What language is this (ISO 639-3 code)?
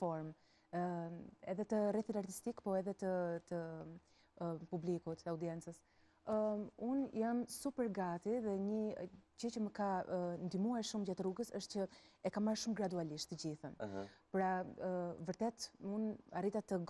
sqi